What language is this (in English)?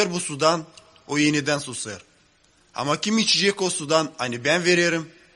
Gagauz